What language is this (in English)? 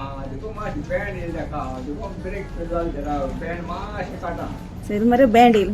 Konkani